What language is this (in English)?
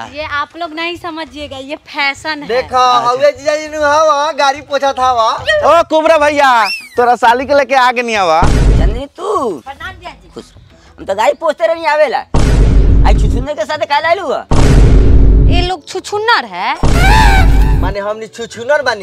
Bhojpuri